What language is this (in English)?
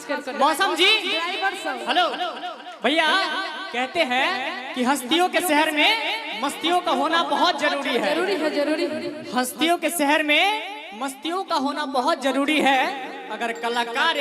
Maithili